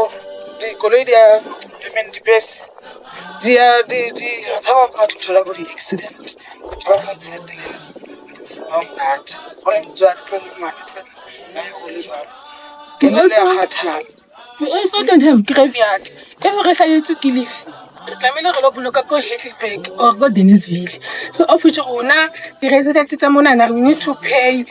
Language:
Southern Sotho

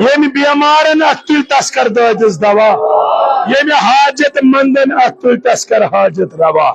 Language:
Kashmiri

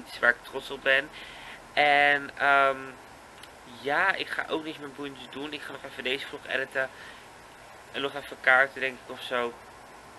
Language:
Dutch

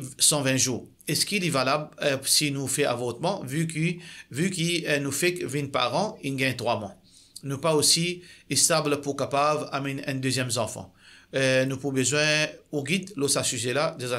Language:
Morisyen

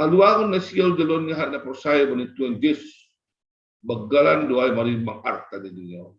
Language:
Batak Simalungun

